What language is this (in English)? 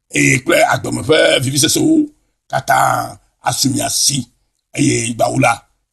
Ewe